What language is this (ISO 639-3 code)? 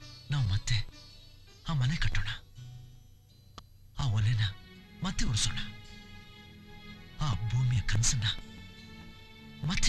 kan